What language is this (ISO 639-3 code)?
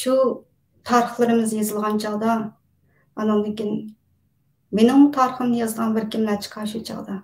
uig